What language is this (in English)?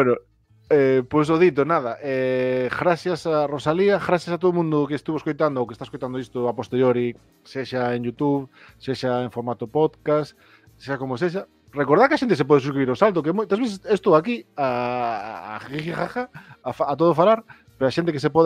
Galician